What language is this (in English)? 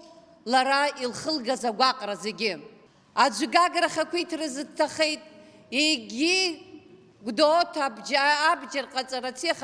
Abkhazian